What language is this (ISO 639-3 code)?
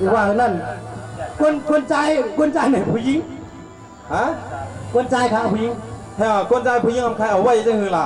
shn